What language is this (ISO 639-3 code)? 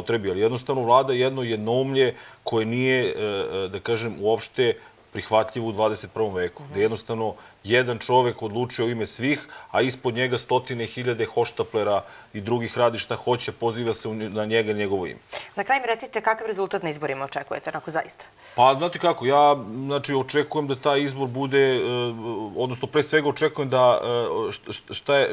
srp